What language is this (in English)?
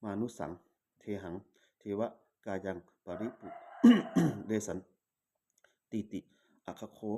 Pali